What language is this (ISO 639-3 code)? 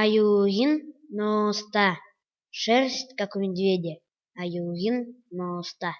xal